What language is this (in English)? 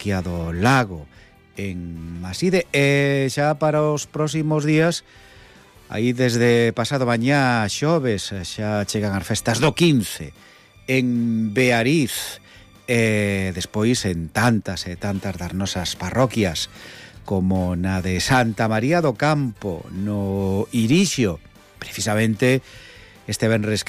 Galician